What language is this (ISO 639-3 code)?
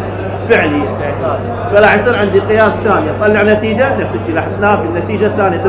acm